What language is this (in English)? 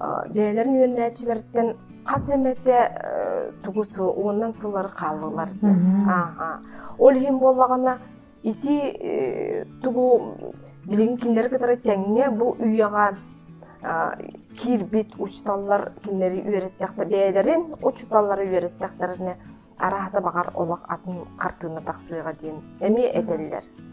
Yakut